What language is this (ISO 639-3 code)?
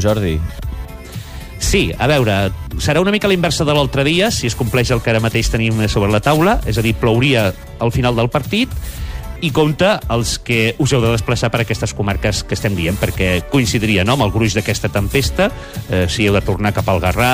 cat